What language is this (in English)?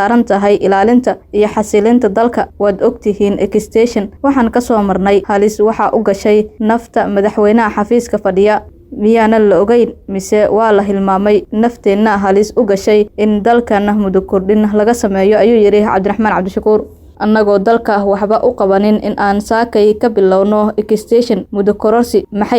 Somali